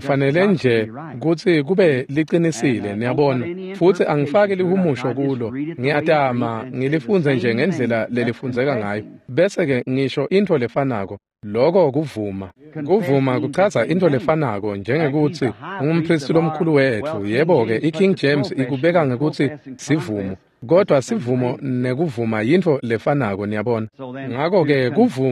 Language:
Swati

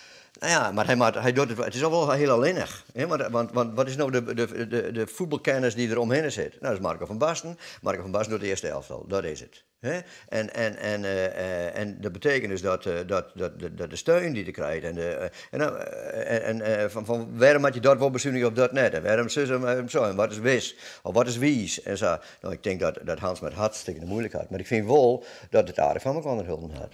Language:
Western Frisian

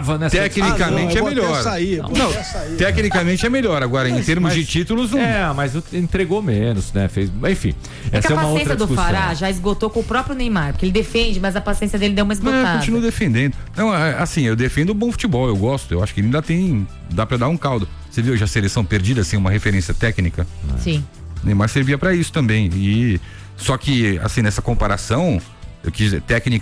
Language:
Portuguese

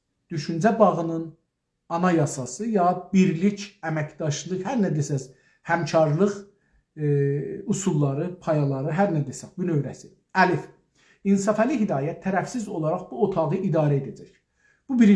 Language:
South Azerbaijani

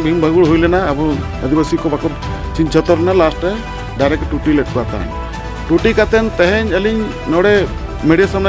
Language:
Santali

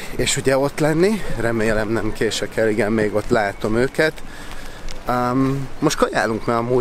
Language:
Hungarian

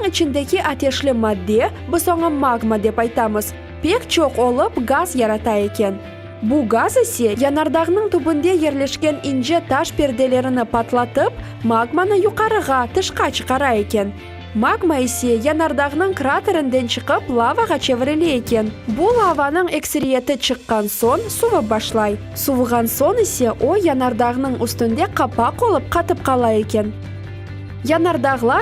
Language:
Crimean Tatar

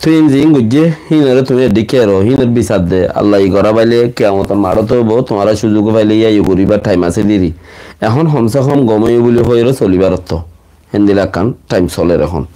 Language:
Rohingya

